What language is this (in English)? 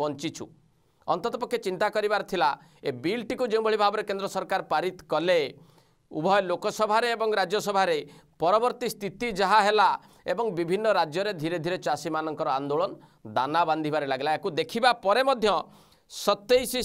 Odia